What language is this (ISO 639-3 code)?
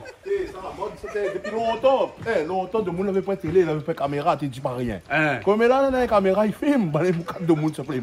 rcf